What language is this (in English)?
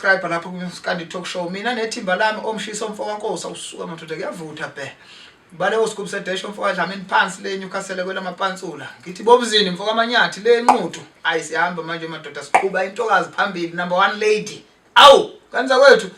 Zulu